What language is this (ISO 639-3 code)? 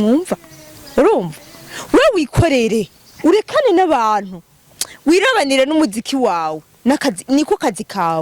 run